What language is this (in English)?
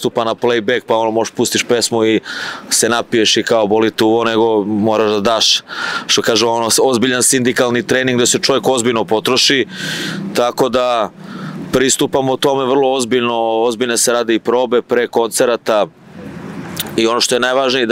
Serbian